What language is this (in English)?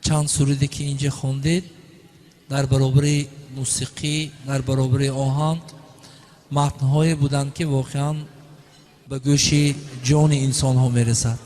Tajik